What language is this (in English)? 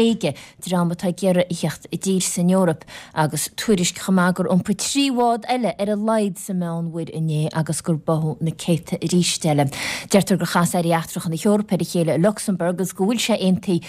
Irish